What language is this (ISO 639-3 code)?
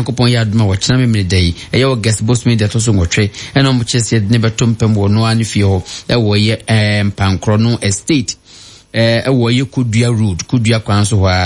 aka